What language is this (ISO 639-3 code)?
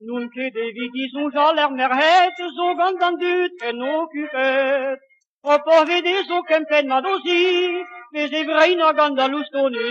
bre